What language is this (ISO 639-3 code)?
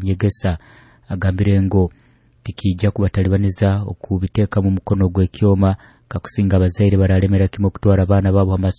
nyo